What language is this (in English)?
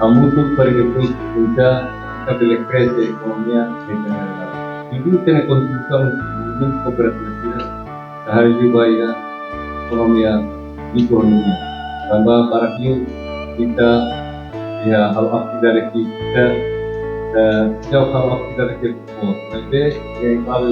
Tetum